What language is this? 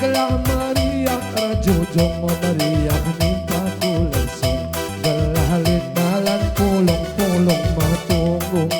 Batak Karo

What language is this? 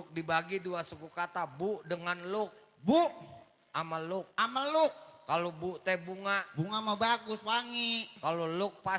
Betawi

